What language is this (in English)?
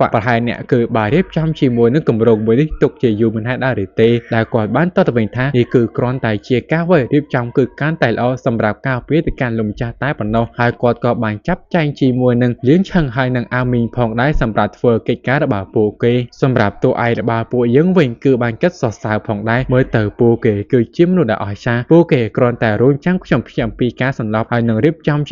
Khmer